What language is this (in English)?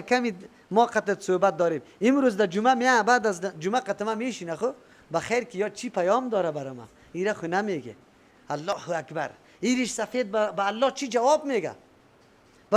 Persian